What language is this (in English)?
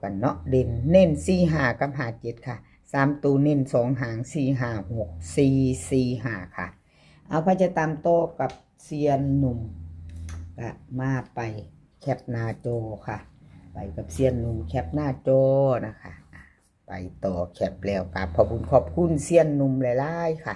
Northeastern Thai